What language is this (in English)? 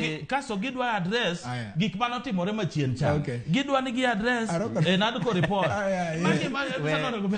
Luo (Kenya and Tanzania)